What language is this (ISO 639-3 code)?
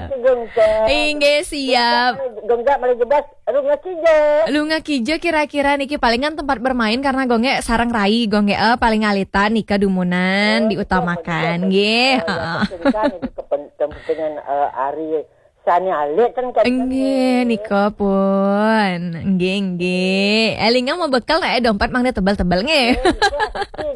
ban